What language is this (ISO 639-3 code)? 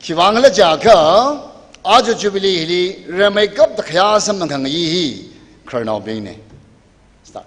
nmf